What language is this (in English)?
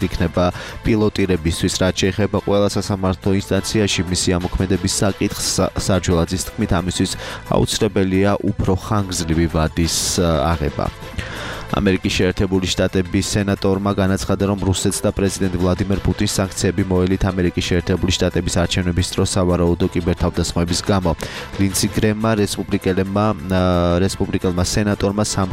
Georgian